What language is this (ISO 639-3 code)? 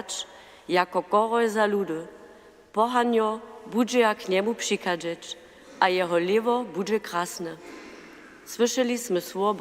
hsb